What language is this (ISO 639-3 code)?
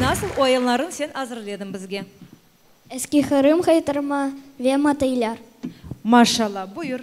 crh